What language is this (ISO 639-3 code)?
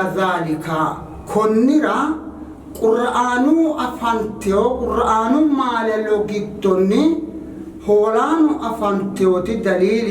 sid